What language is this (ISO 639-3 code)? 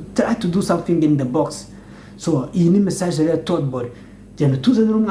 kin